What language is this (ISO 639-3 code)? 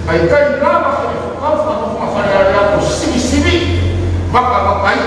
ton